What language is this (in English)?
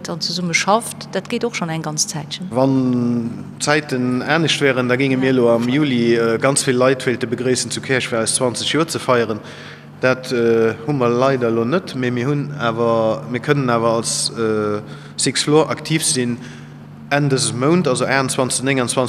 Luxembourgish